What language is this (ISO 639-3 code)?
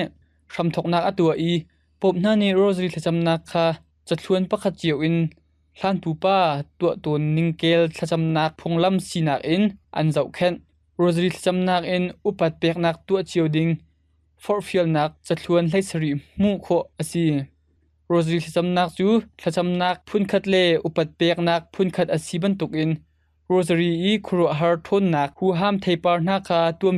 cnh